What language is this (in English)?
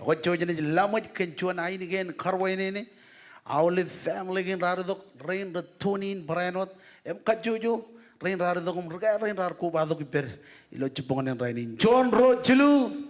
Marshallese